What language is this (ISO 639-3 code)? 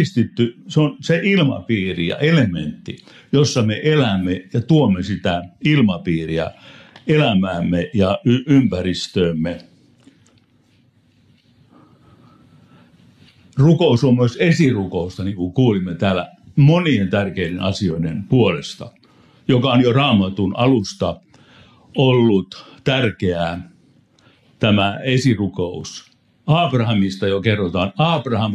fin